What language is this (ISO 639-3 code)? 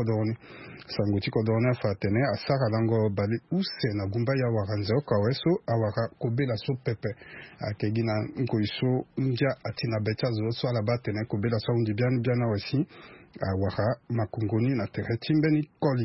sag